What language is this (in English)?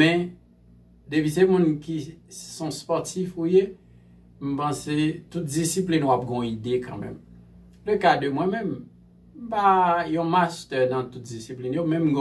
Haitian Creole